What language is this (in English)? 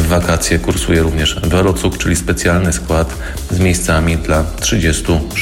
Polish